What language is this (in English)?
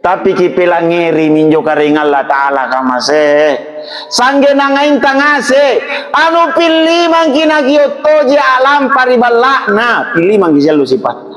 Makasar